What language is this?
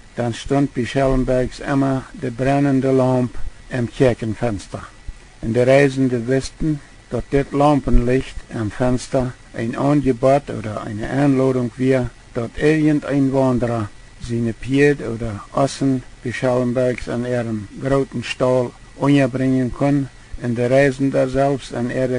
Plautdietsch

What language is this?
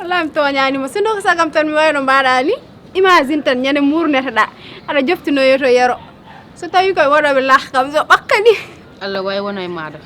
Fula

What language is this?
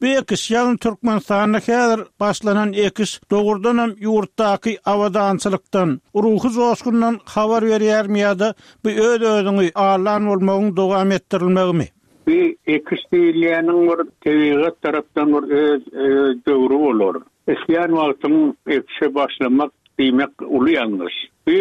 Turkmen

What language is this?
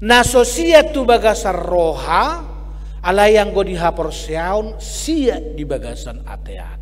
Batak Toba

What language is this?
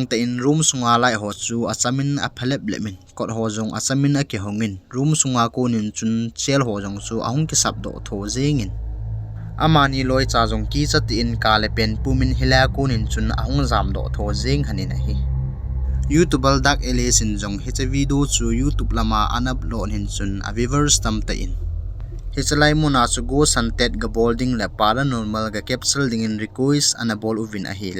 Thado Chin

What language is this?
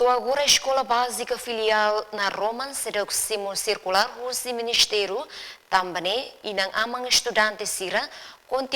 Tetum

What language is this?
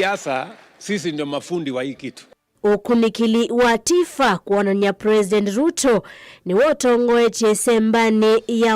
Kamba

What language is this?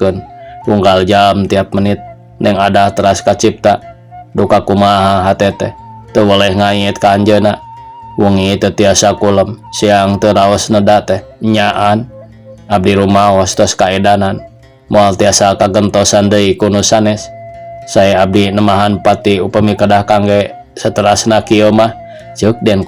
Sundanese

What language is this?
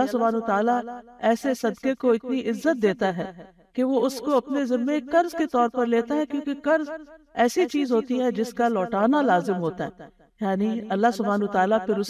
Urdu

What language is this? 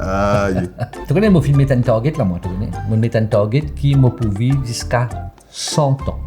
Morisyen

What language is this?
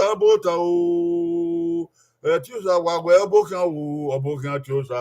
Bini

